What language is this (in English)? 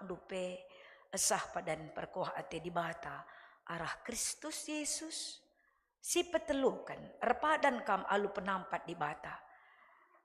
Batak Karo